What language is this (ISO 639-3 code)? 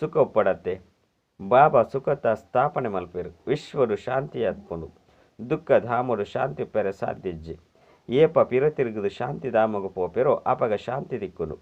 tcy